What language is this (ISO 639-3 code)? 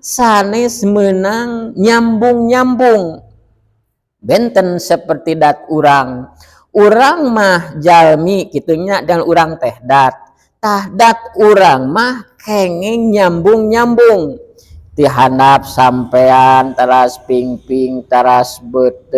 sun